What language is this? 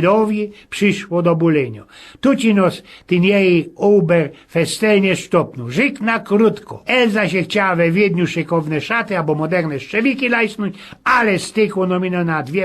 Silesian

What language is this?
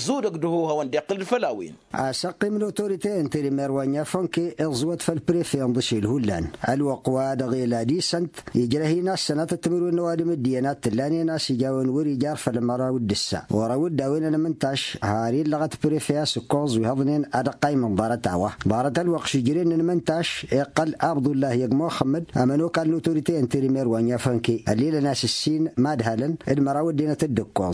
Tamasheq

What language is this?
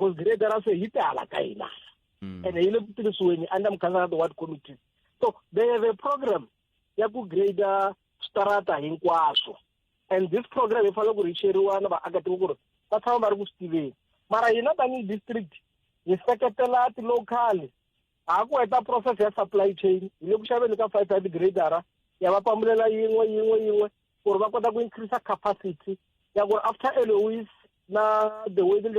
Tsonga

